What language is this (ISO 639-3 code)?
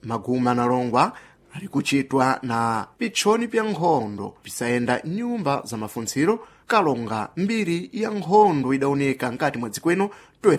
seh